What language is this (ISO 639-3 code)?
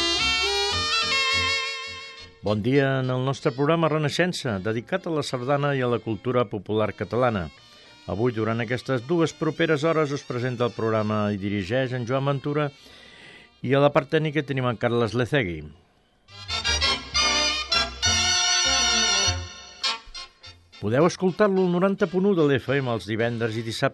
cat